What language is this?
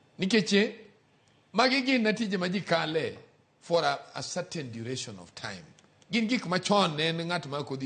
Luo (Kenya and Tanzania)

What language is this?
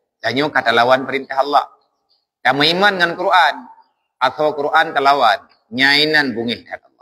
Achinese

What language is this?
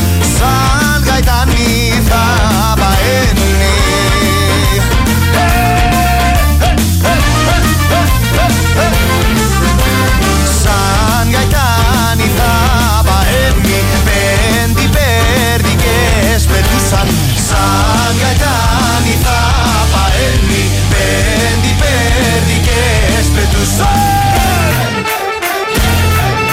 Greek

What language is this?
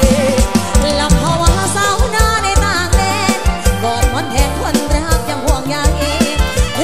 Thai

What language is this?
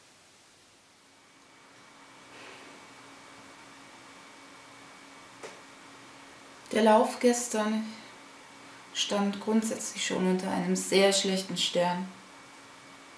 German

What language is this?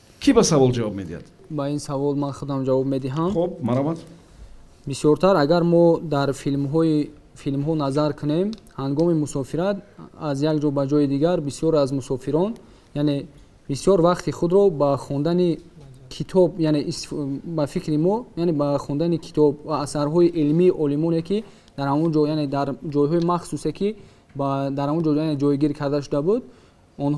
Tajik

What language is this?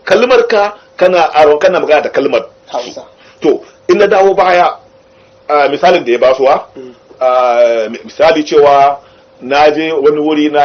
Hausa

